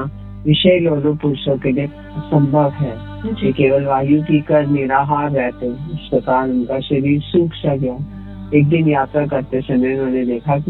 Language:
Hindi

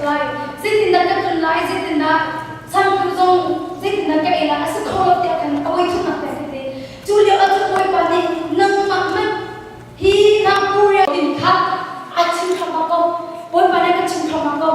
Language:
Hakha Chin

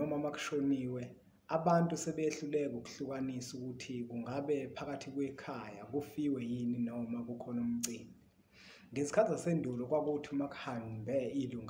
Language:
Zulu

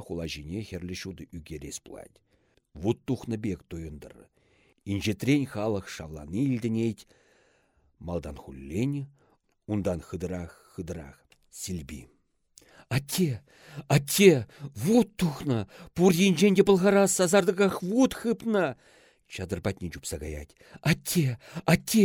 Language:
Chuvash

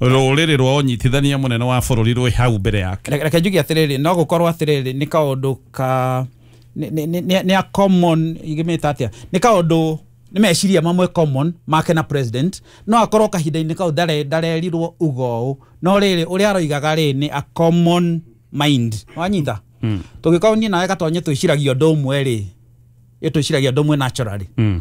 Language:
Kikuyu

